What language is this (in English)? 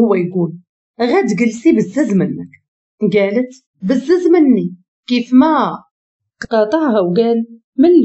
Moroccan Arabic